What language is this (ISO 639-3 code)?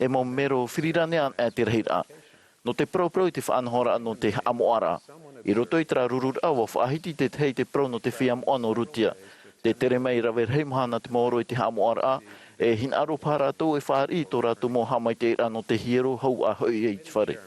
tah